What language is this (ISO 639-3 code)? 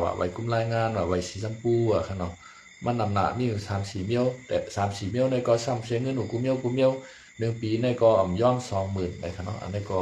shn